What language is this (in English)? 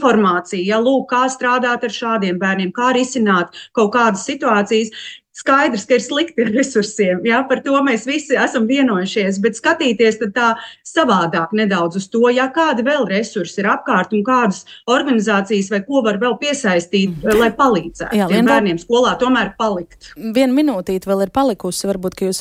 Latvian